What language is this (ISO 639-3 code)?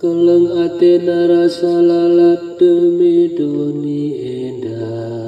btx